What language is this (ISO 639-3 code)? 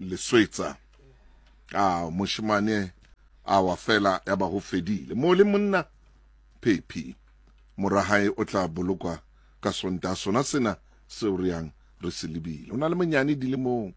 tsn